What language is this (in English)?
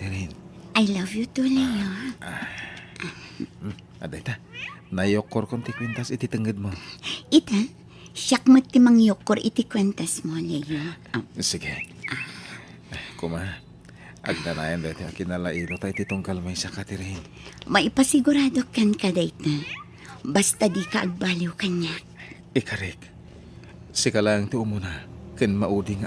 Iloko